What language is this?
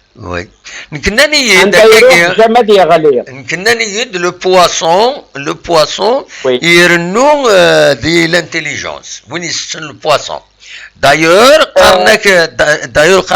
Kabyle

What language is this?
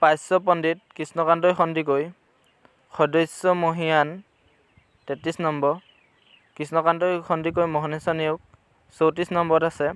Assamese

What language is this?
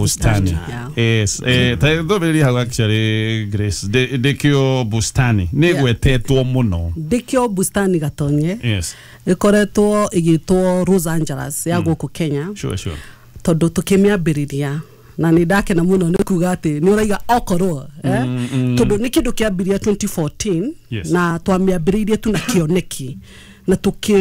Kikuyu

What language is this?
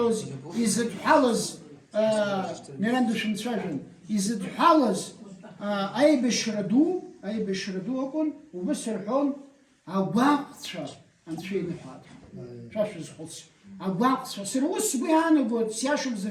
Abkhazian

